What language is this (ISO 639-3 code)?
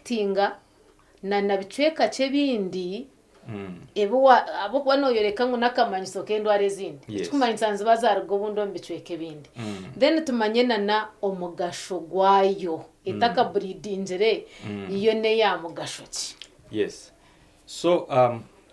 nyn